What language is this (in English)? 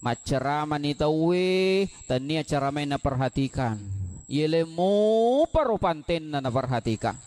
Buginese